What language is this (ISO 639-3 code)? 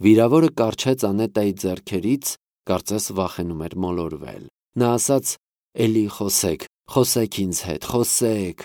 hye